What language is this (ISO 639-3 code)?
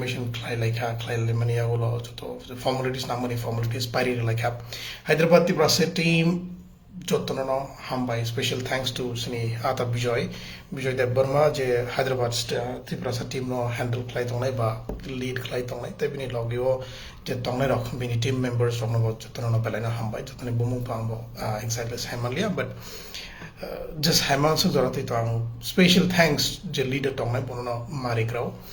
trp